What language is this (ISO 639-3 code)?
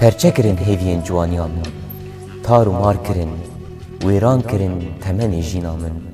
kur